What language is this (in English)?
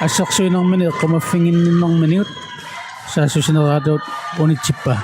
Kalaallisut